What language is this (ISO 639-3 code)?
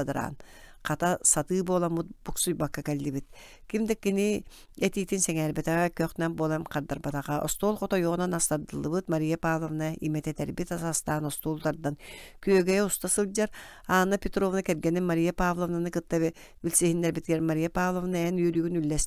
sah